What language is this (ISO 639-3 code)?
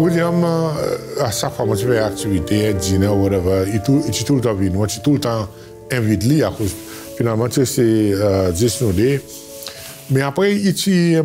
crs